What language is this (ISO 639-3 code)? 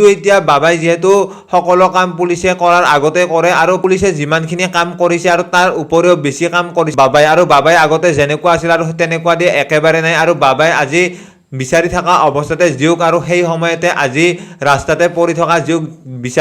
asm